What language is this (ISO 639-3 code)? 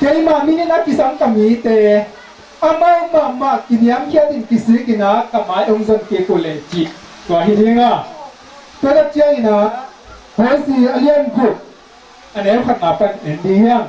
ctd